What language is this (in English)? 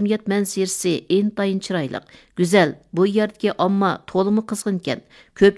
Uyghur